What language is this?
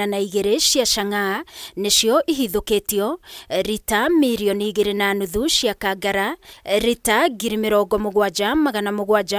Kikuyu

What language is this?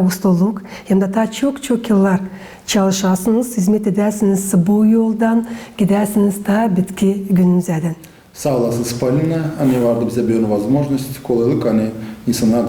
Gagauz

